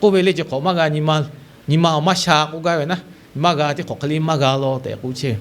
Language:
Lahu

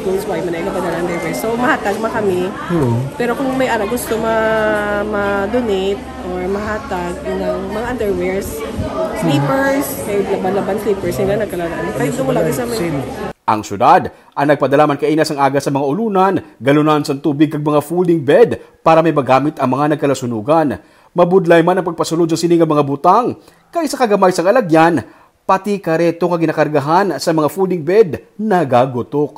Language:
Hiligaynon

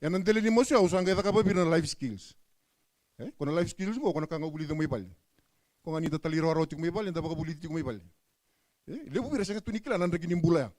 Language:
Fijian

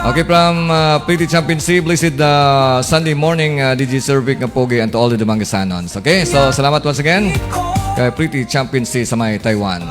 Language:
Hiligaynon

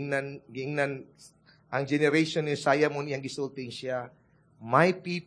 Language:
Cebuano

